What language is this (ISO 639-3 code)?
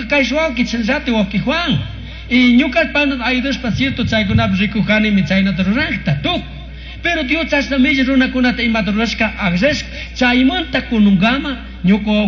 qug